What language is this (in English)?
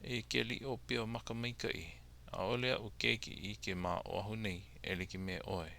Hawaiian